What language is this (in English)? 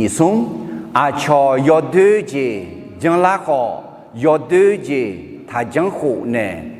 Akha